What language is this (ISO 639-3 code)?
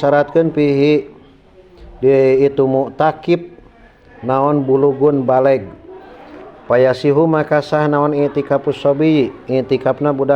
sun